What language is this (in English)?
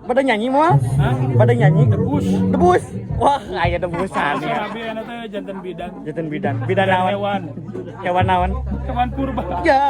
Sundanese